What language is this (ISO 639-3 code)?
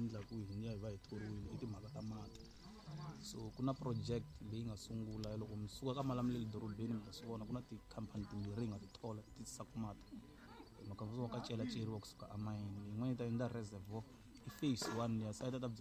tso